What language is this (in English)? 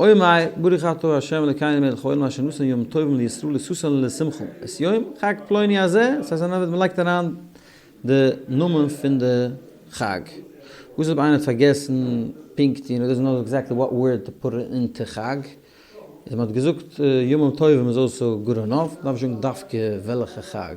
Yiddish